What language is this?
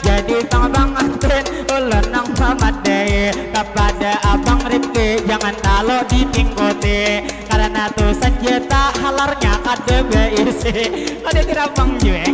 Banjar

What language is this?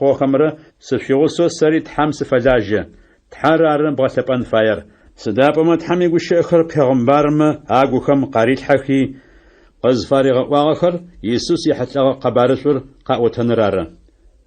Adyghe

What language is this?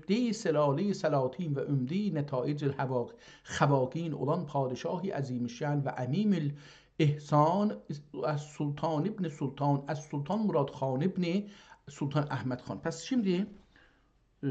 South Azerbaijani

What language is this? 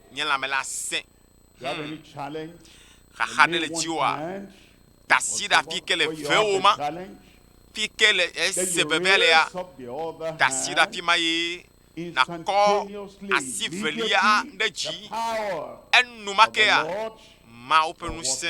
Ewe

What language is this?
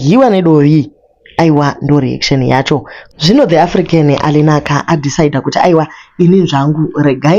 Shona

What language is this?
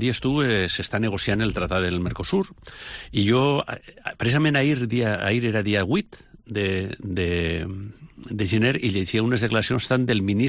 Catalan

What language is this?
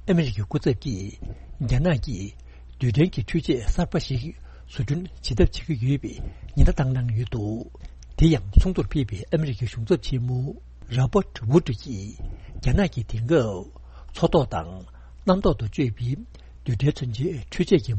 Tibetan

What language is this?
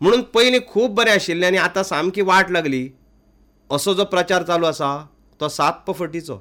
Konkani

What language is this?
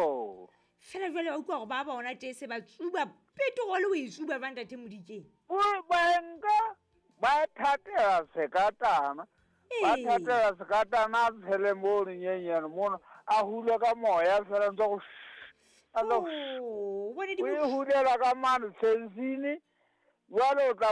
Southern Sotho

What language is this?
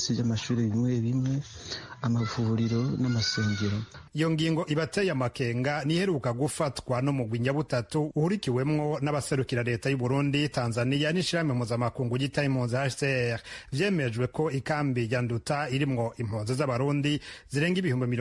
Rundi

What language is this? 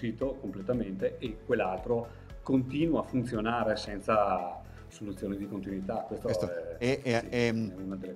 Italian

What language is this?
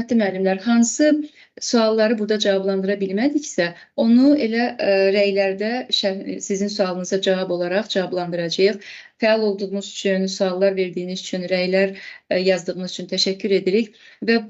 Azerbaijani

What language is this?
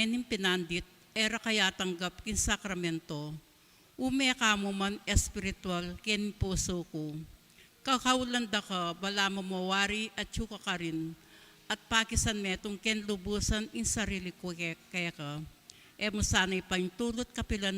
Pampanga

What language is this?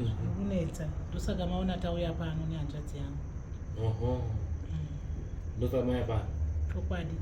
Shona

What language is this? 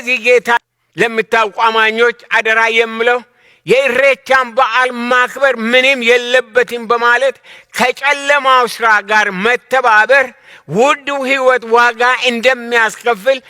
Amharic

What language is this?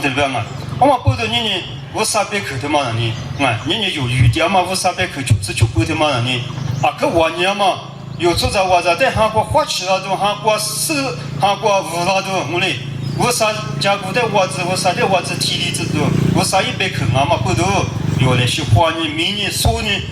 Lisu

